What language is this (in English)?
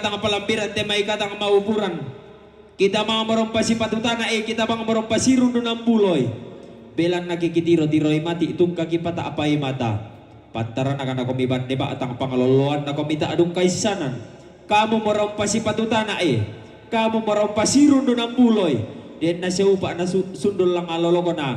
Toraja-Sa'dan